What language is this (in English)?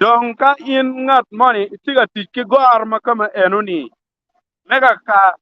Acoli